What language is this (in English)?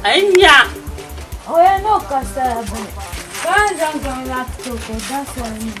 Dagbani